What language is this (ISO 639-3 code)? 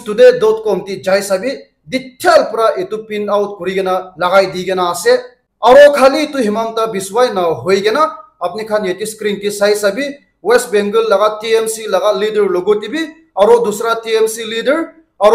nag